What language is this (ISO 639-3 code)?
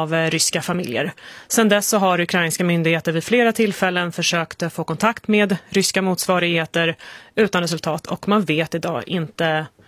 swe